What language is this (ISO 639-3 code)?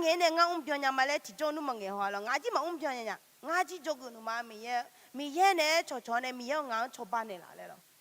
ahk